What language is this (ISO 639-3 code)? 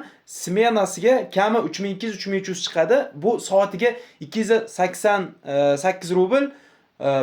uzb